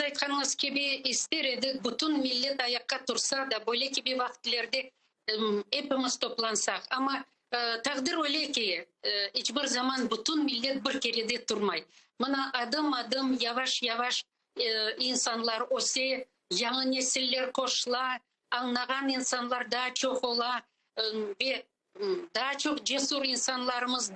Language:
Crimean Tatar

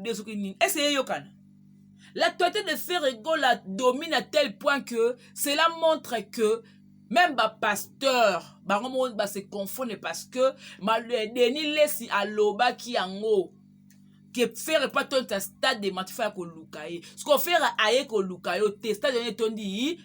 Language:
Lingala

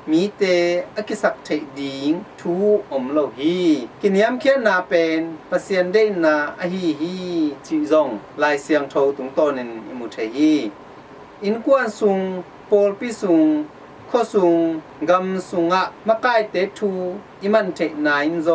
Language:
Tedim Chin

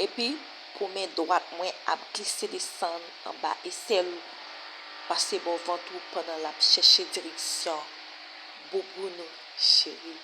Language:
Haitian Creole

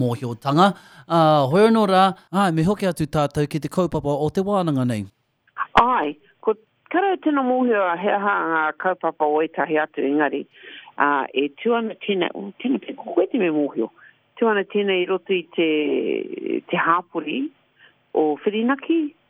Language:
Māori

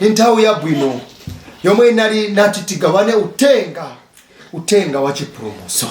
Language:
Nyanja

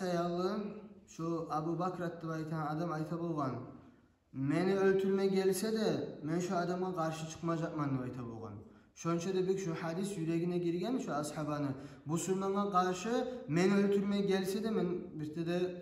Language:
Kumyk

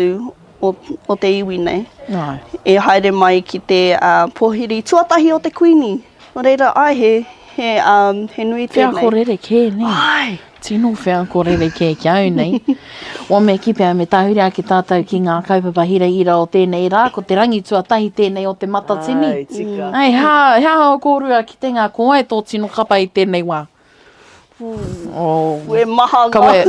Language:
Māori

